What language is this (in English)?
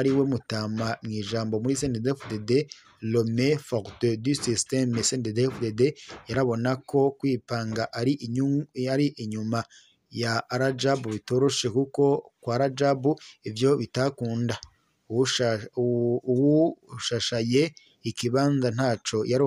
Rundi